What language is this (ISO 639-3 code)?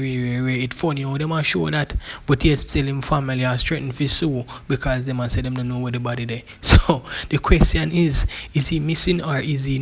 jam